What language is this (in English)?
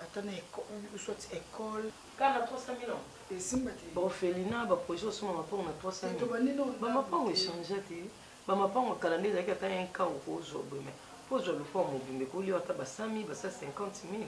Lingala